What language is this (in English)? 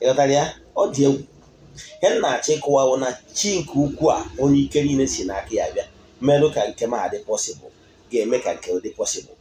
Igbo